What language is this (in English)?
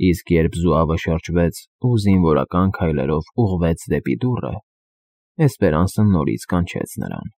Armenian